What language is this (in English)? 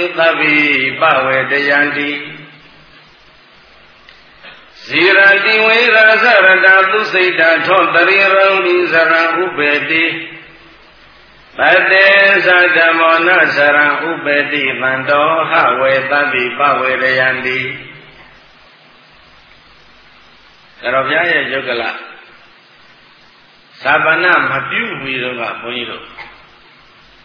Burmese